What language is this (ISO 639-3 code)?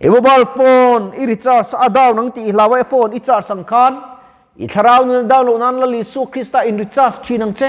lus